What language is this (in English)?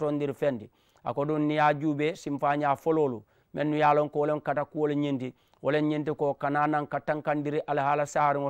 Mandingo